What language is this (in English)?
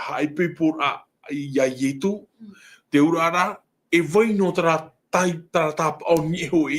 Tahitian